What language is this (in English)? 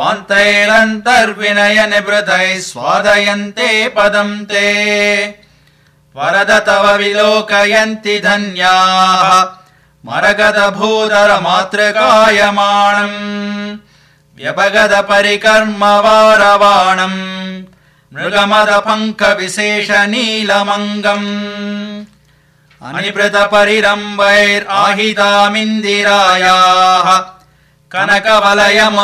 Sanskrit